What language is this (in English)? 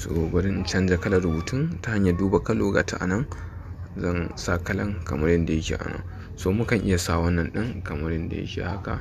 Hausa